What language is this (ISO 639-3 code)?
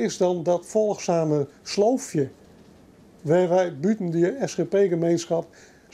fry